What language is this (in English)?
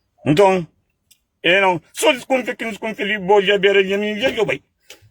Kabuverdianu